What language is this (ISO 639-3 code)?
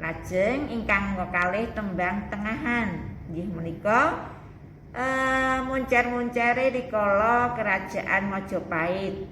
jav